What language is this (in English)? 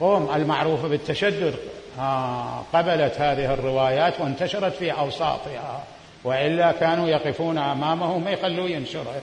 Mesopotamian Arabic